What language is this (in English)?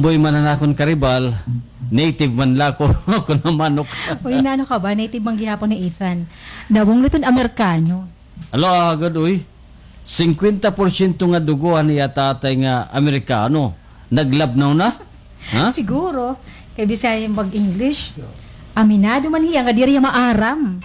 Waray